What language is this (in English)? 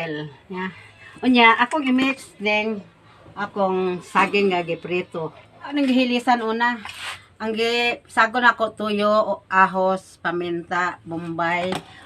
Cebuano